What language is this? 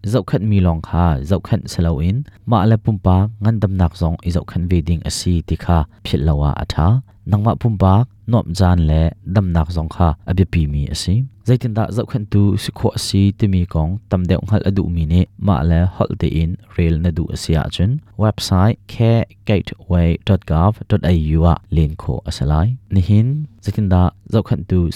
Hakha Chin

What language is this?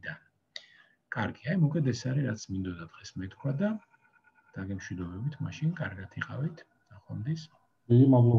Georgian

